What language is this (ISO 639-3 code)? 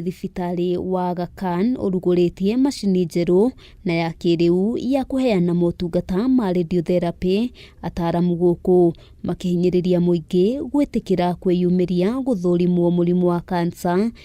kik